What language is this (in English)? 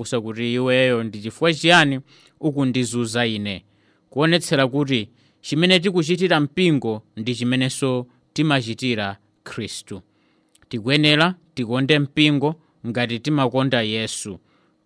Nyanja